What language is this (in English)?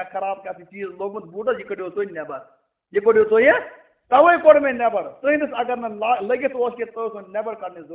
Kashmiri